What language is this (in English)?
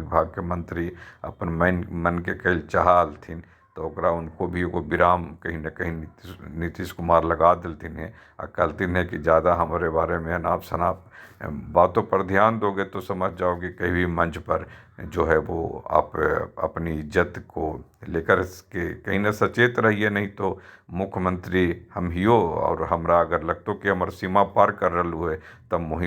Magahi